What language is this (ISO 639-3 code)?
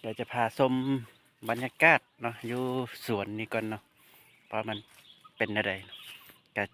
lao